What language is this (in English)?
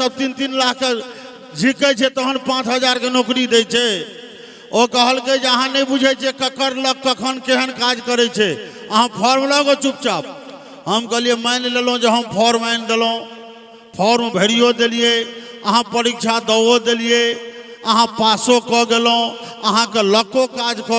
Maithili